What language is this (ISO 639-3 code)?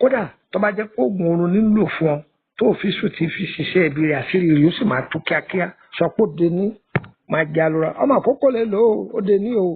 yor